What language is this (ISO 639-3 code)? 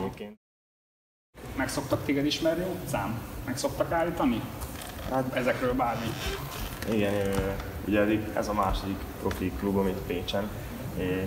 hun